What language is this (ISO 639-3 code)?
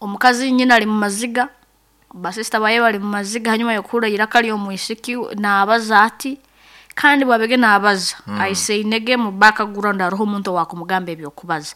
nyn